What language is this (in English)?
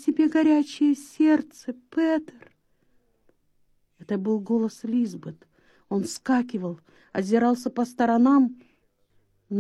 Russian